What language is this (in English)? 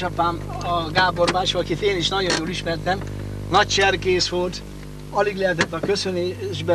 Hungarian